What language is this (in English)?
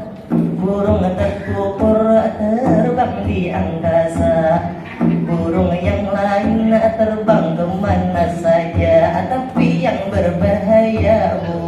Banjar